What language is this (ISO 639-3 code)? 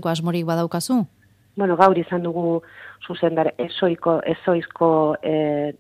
eus